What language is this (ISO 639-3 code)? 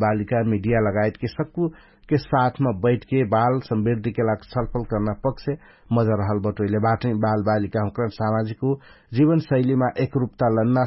thl